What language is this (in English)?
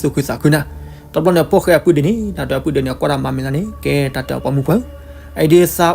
S'gaw Karen